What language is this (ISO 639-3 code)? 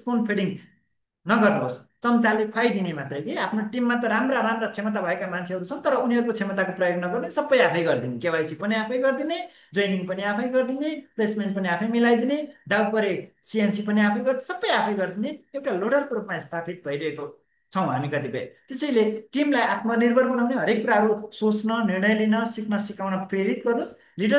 nep